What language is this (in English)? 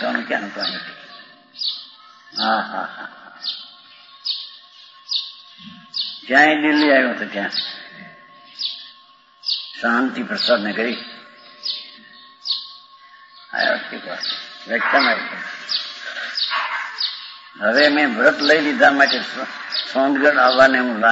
Gujarati